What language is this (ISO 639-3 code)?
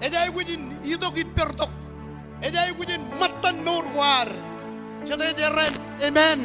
mah